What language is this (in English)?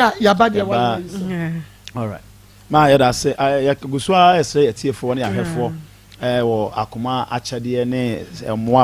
Akan